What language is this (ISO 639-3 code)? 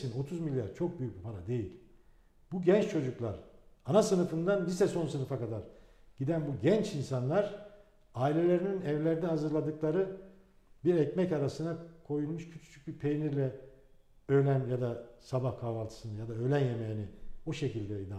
tur